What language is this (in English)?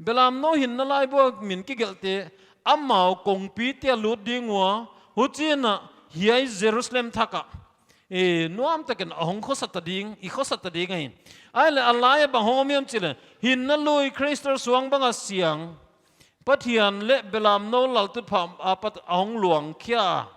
Paite Chin